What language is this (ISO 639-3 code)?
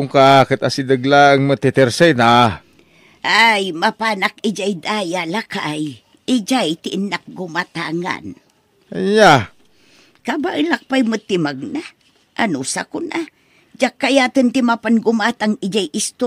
ilo